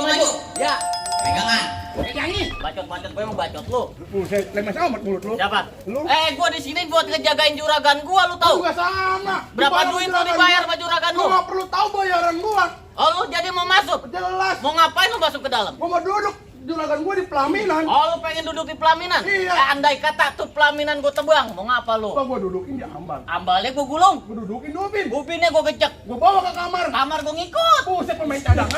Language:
Betawi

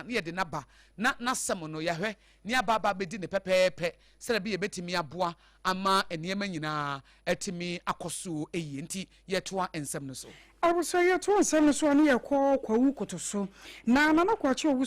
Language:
Akan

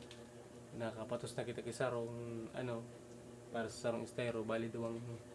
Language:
Bikol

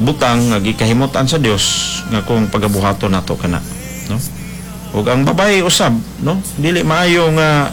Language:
Cebuano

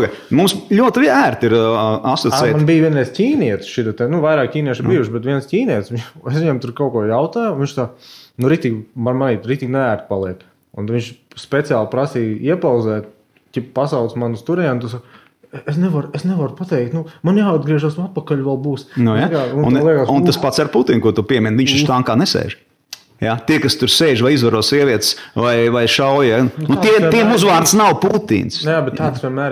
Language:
Latvian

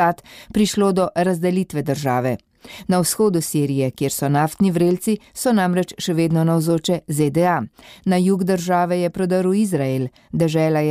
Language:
Slovenian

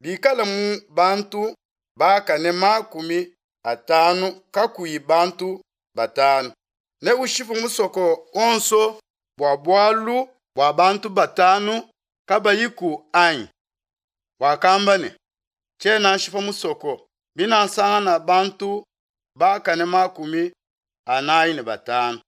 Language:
Luba-Lulua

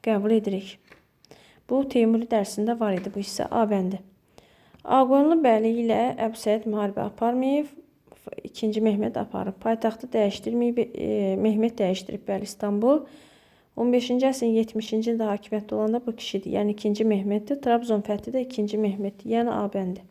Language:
Azerbaijani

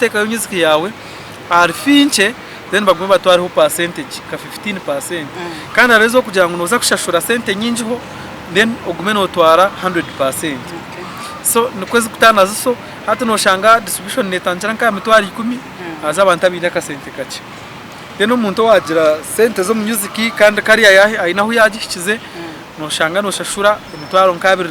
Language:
Nyankole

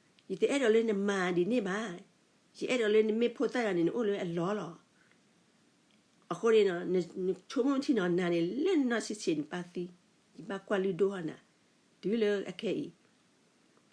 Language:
S'gaw Karen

